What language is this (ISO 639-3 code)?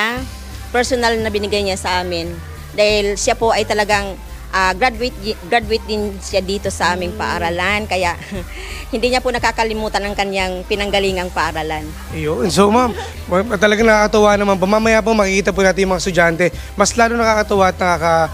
fil